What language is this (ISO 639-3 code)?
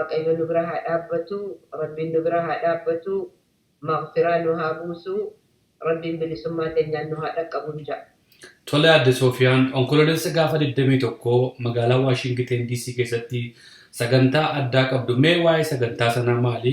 orm